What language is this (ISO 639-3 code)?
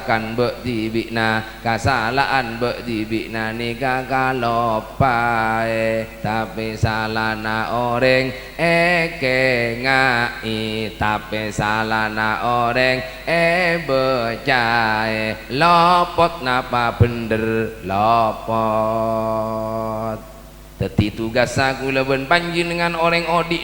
mad